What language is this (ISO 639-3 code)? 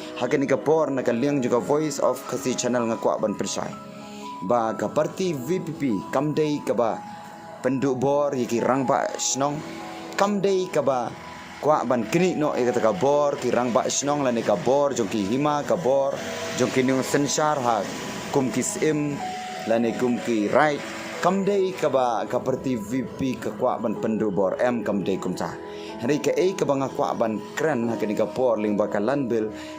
kha